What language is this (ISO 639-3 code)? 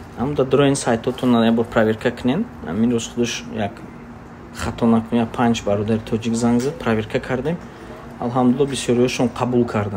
tgk